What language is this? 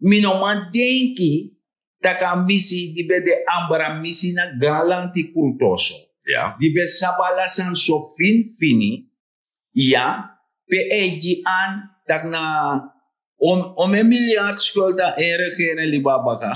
Sranan Tongo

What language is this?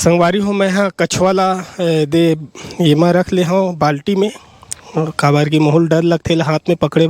Chhattisgarhi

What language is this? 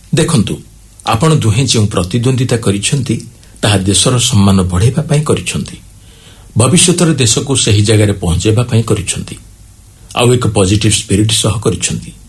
Odia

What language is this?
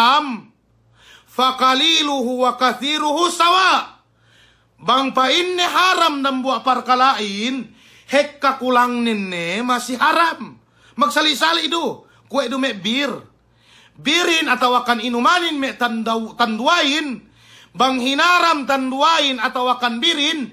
Yakan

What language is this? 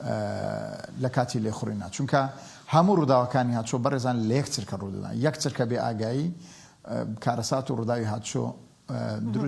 Central Kurdish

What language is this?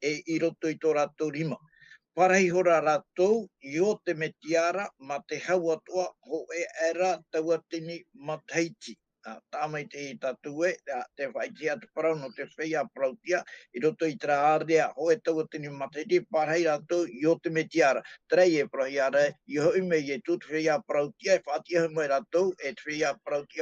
Tahitian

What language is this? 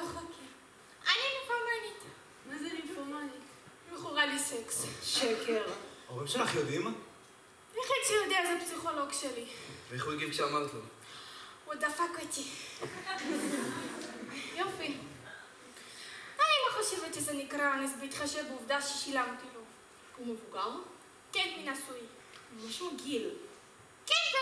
Hebrew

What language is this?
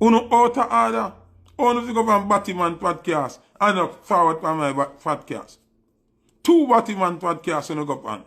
Jamaican Creole English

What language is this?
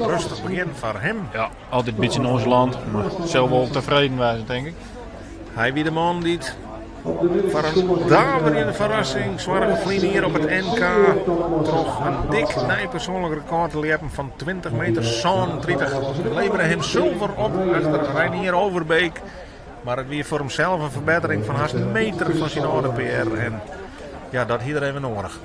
Western Frisian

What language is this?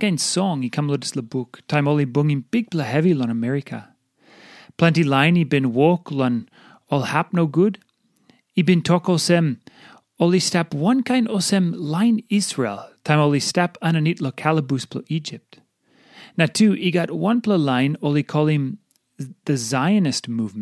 Tok Pisin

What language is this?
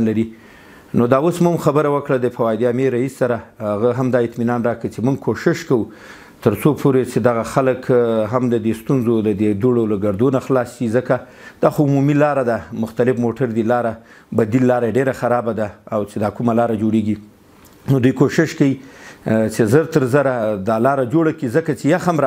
Pashto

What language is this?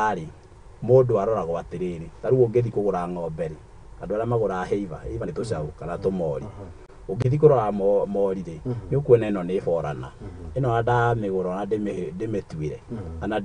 Kikuyu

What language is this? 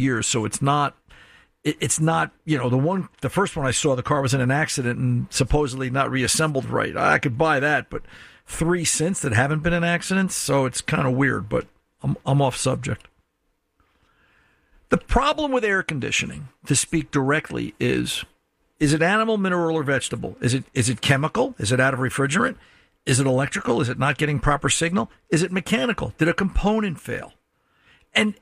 English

